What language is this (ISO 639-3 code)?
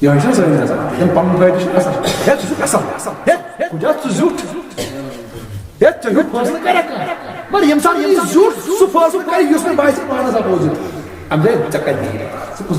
kas